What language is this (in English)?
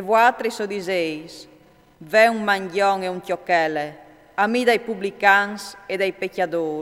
Friulian